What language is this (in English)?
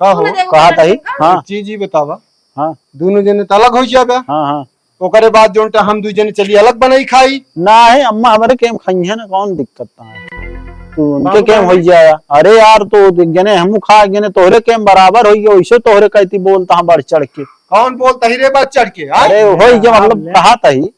Awadhi